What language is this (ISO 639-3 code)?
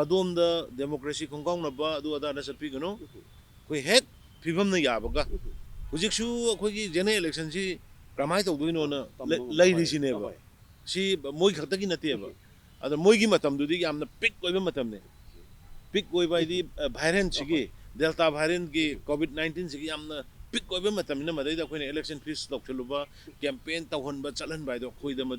mni